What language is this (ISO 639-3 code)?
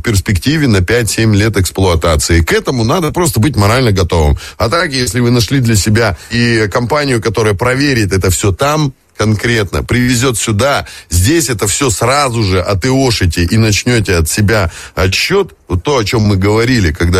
rus